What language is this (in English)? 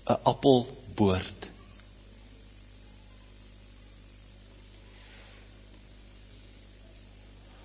Afrikaans